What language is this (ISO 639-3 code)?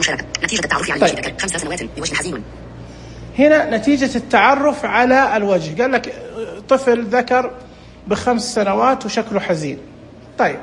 ars